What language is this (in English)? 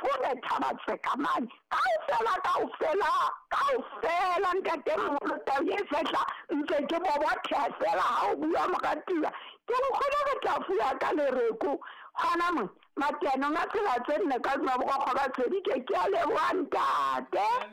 Southern Sotho